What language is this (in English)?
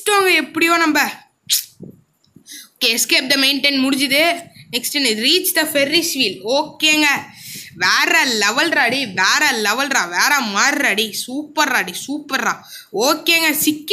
Tamil